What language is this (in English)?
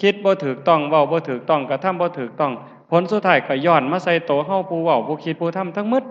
Lao